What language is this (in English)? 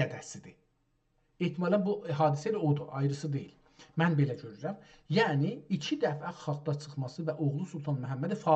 South Azerbaijani